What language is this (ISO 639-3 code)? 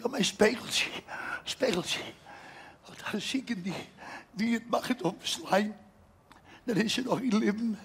fry